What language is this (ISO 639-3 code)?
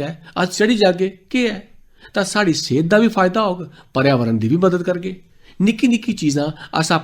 doi